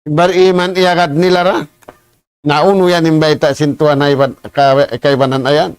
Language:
Tausug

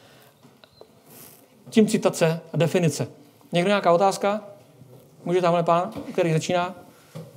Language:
Czech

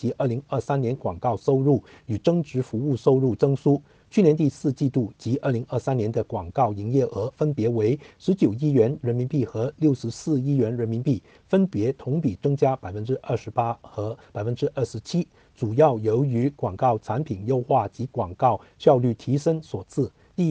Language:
Chinese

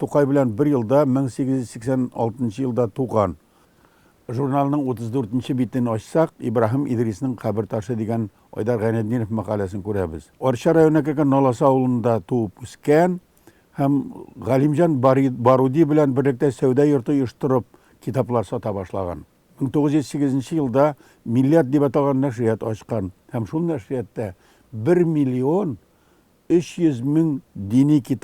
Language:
Tatar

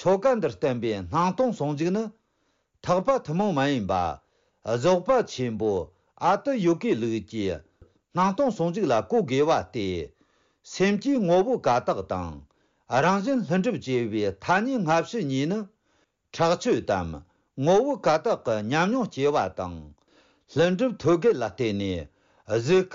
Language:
Tibetan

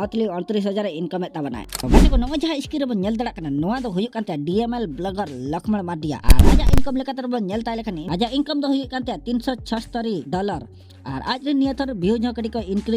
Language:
Santali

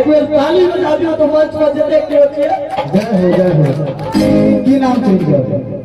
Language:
Maithili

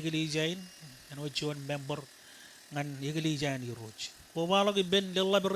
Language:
Marshallese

